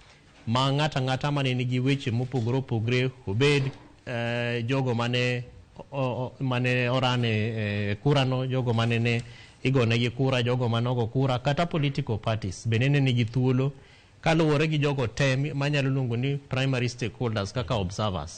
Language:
Luo (Kenya and Tanzania)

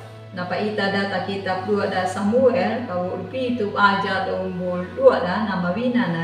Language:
Anakalangu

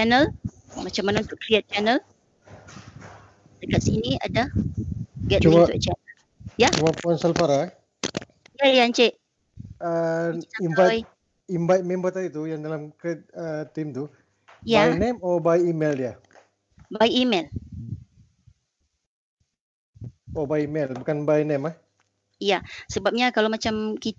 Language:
Malay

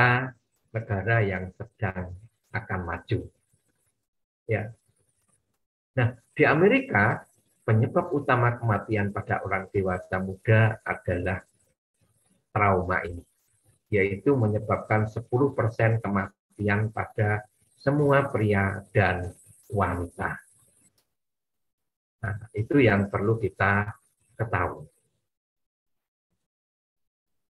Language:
Indonesian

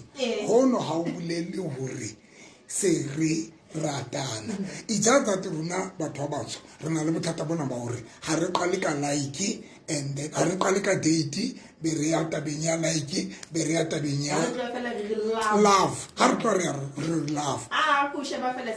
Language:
Southern Sotho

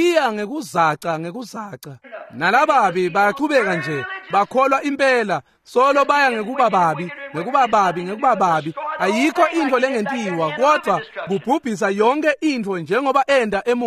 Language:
Swati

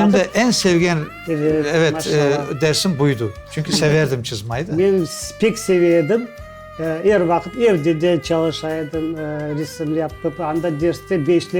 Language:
Crimean Tatar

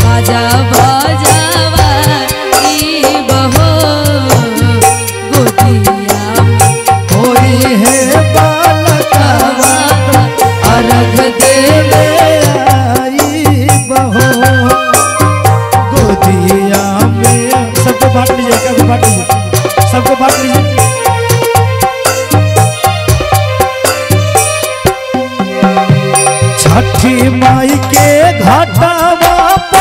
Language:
Bhojpuri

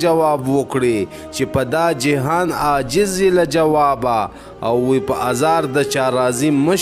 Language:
Pashto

